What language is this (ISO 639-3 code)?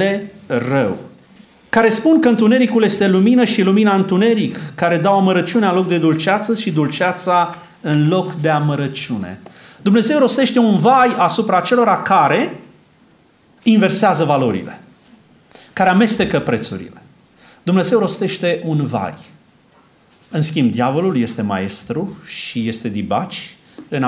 ron